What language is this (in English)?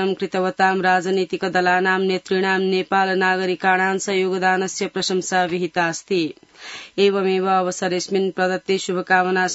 Sanskrit